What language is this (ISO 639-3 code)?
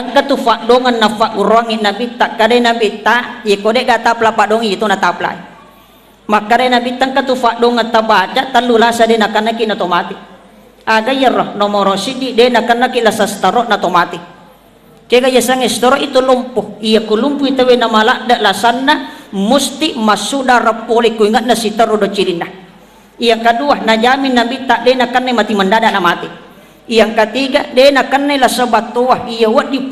bug